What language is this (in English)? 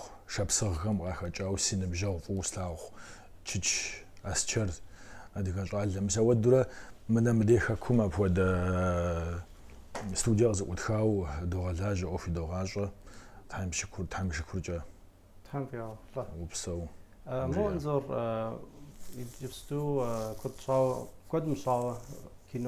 Kabardian